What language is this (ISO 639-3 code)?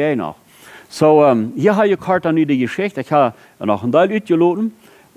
pdt